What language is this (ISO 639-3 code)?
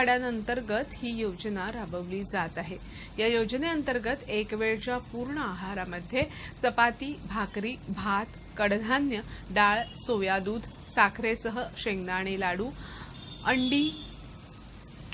mar